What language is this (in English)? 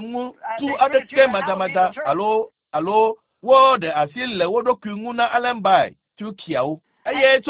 Ewe